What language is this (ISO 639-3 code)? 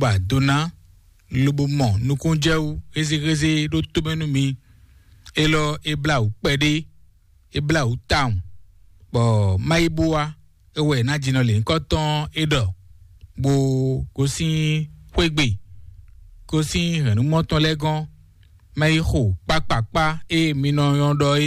fon